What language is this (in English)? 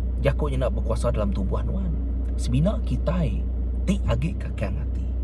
Iban